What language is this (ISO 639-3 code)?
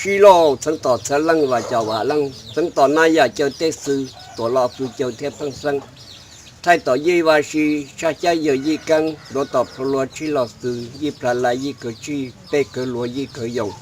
hmn